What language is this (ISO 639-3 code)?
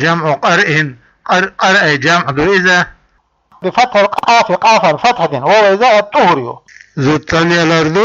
che